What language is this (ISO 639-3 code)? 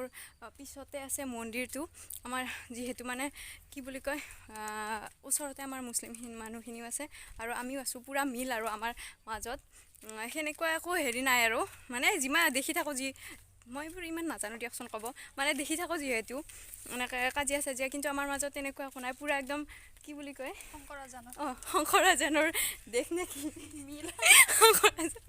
asm